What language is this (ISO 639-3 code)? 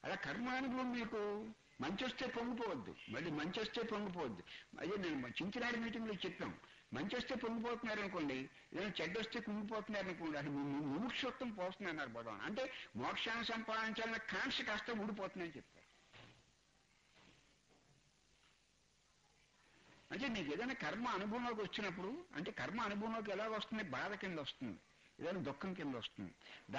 tel